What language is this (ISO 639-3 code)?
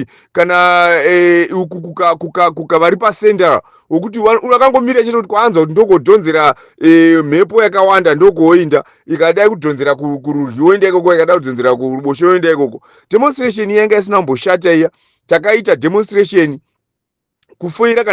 sna